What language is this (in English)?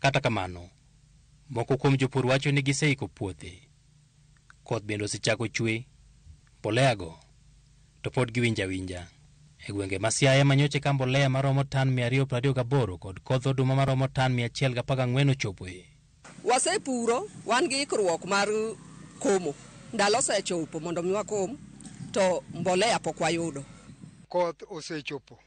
Luo (Kenya and Tanzania)